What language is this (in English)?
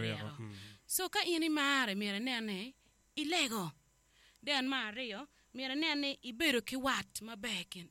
Acoli